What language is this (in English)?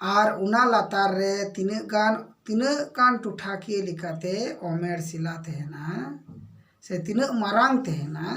Santali